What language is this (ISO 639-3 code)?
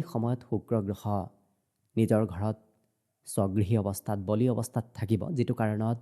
asm